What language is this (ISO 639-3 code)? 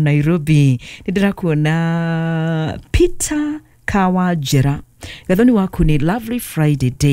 kik